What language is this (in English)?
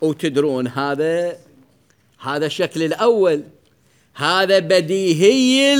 Mesopotamian Arabic